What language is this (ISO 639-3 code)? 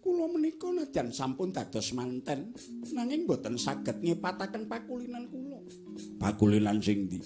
jav